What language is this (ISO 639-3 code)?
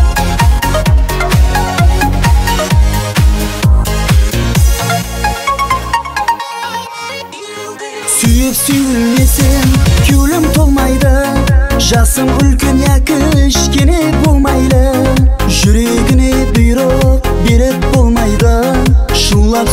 kaz